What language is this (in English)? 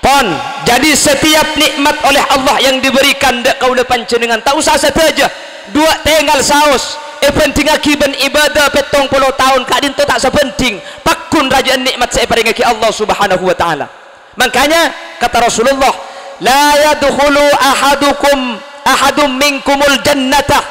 Madurese